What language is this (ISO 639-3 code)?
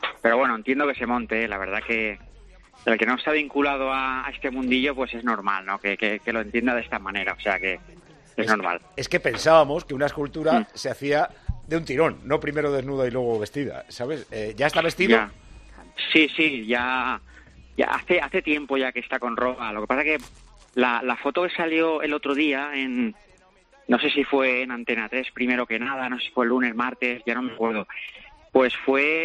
spa